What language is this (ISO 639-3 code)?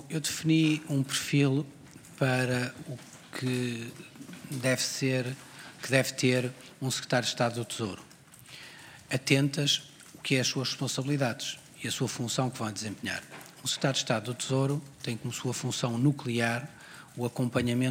por